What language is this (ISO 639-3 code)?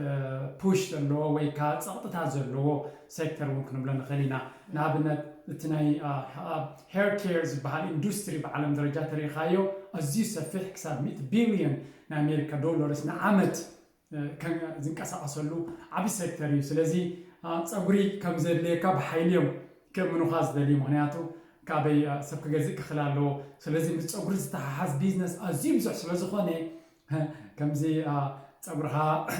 tir